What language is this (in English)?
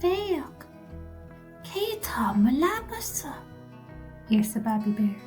Irish